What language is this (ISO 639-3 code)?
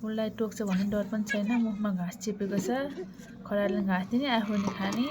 nep